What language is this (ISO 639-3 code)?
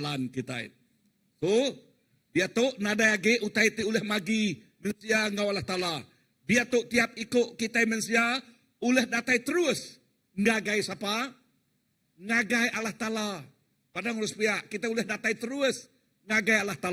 iba